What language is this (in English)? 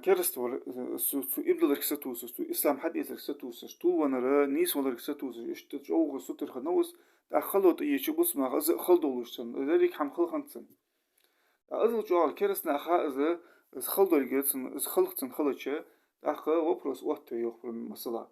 Ingush